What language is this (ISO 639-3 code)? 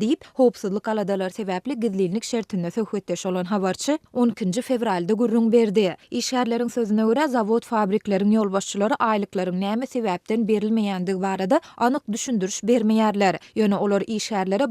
tuk